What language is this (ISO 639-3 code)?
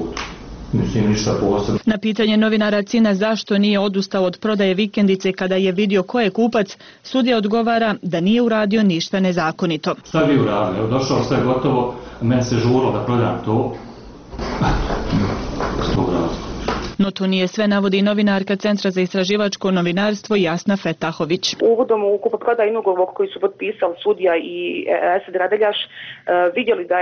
bos